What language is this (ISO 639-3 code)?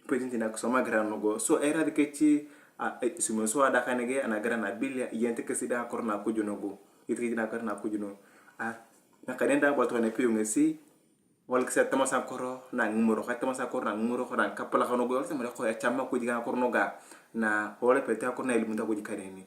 tuv